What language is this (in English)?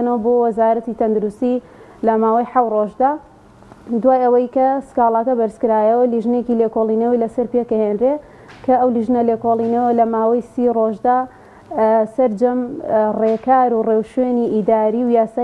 Central Kurdish